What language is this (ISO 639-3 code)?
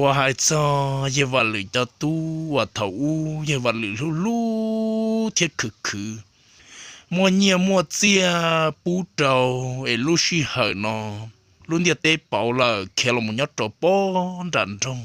hmn